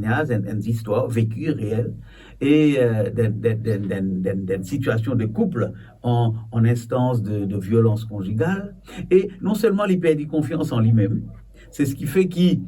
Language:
Morisyen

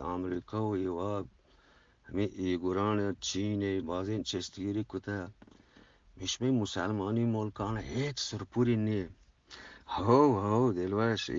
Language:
Eastern Balochi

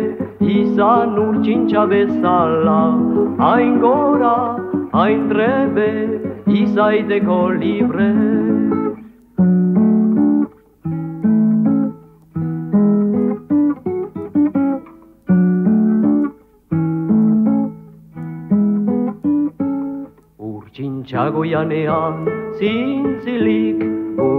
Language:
Basque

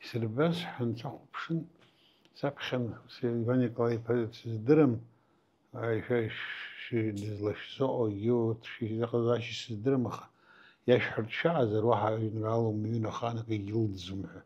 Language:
Abkhazian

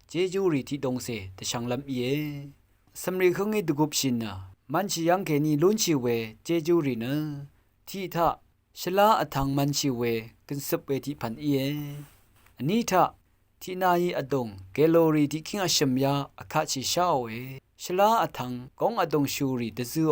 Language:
Rawang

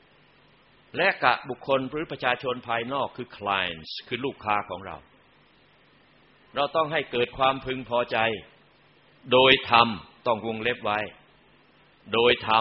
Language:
Thai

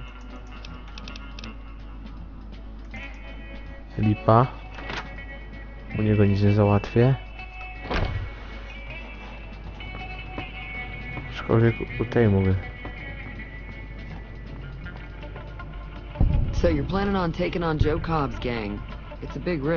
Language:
Polish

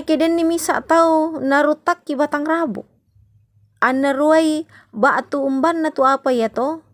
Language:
Toraja-Sa'dan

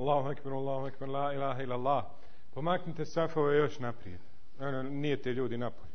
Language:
Bosnian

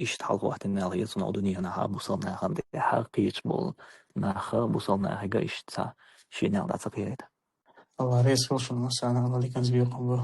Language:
Chechen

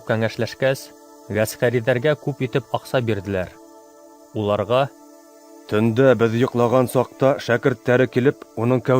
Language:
Bashkir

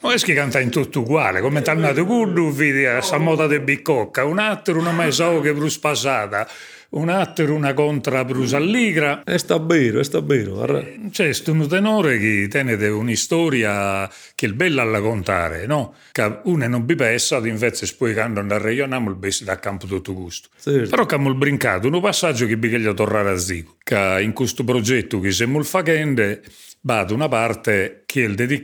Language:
Sardinian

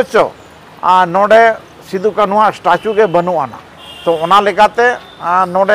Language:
Santali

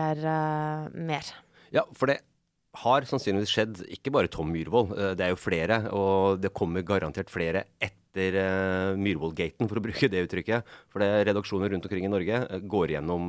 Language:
Norwegian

